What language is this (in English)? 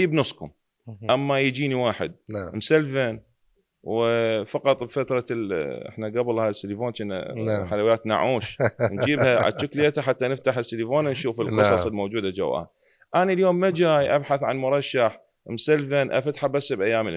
Mesopotamian Arabic